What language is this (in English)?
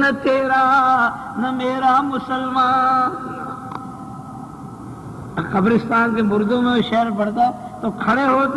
Urdu